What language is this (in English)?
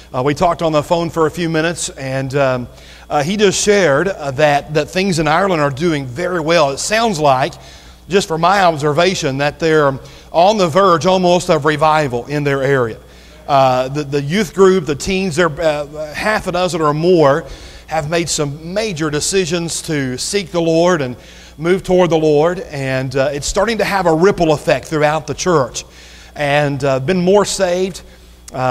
English